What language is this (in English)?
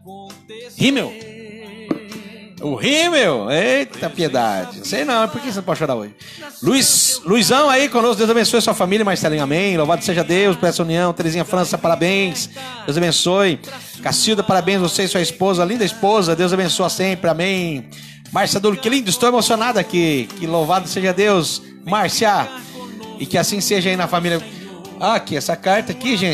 Portuguese